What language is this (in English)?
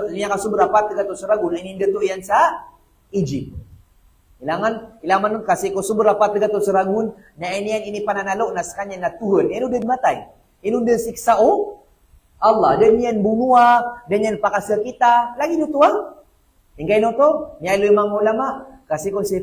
Maranao